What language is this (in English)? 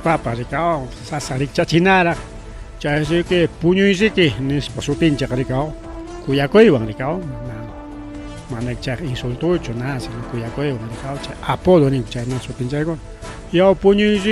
Ayacucho Quechua